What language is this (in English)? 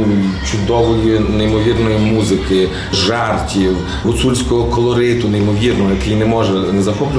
Ukrainian